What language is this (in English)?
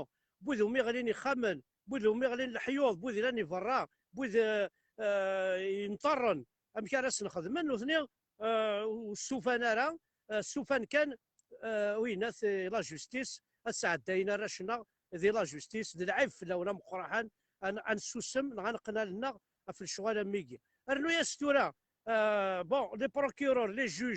Kabyle